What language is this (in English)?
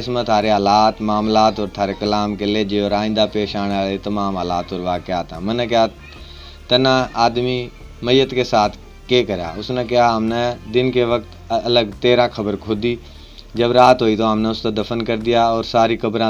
Haryanvi